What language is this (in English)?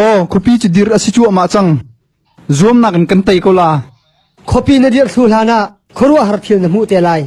Hakha Chin